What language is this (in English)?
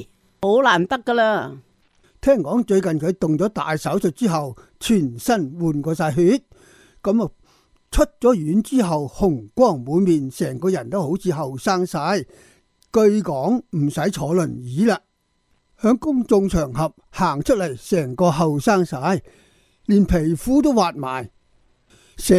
Cantonese